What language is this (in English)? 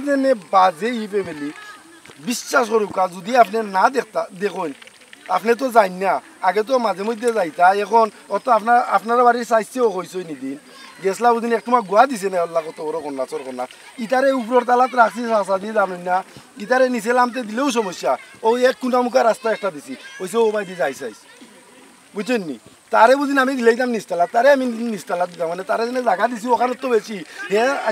Sylheti